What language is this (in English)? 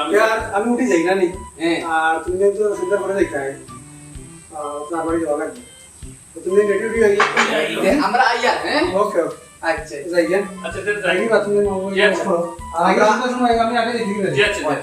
Sylheti